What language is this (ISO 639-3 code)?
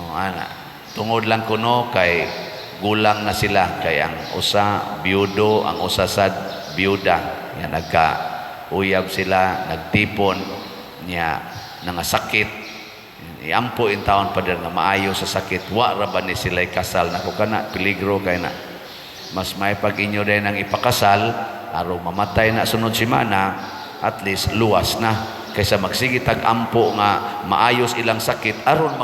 ceb